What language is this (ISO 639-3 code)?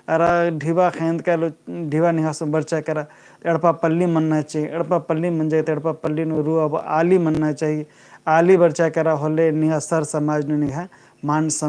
kru